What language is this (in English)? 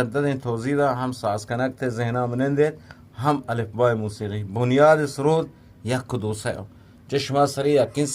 Eastern Balochi